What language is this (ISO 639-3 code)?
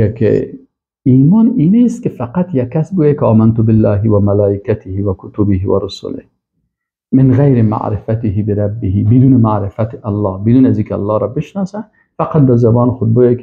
fas